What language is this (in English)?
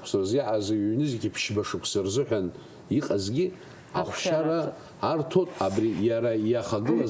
Abkhazian